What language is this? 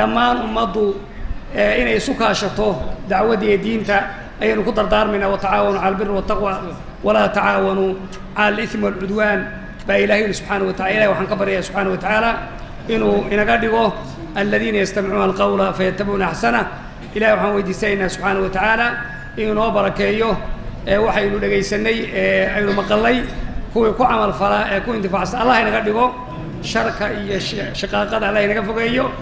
Somali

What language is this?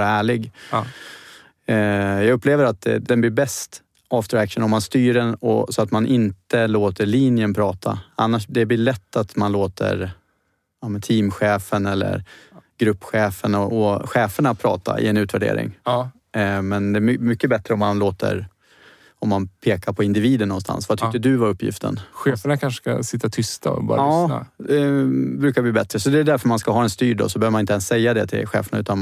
Swedish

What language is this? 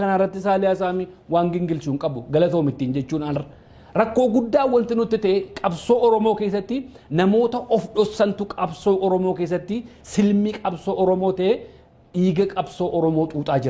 Oromo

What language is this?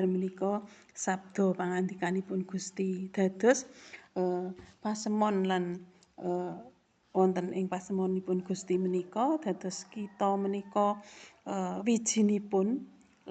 Javanese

